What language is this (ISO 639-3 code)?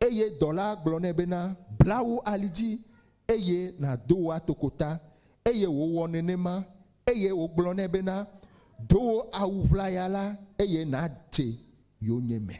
ewe